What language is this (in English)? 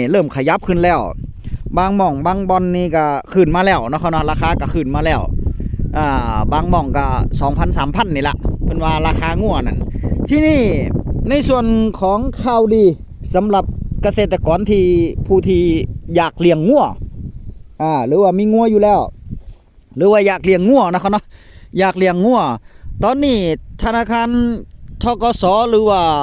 Northeastern Thai